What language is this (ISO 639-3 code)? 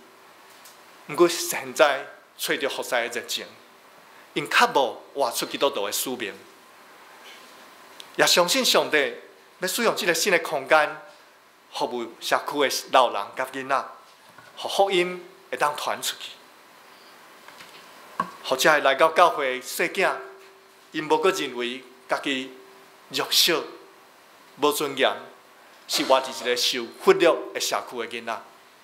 nan